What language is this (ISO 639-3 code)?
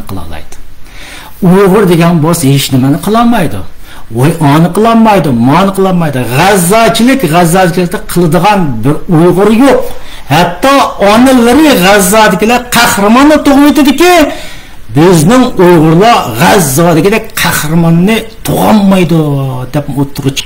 uig